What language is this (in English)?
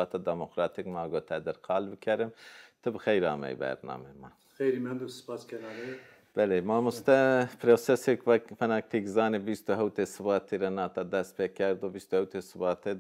Zaza